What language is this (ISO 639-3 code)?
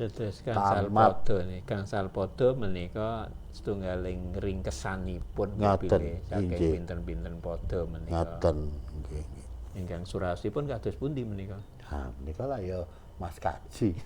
jav